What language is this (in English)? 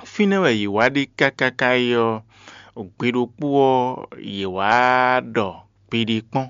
Fon